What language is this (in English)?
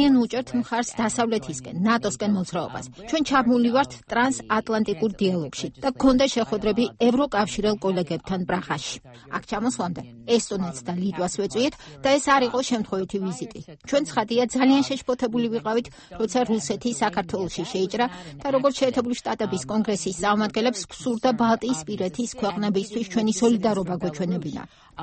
Georgian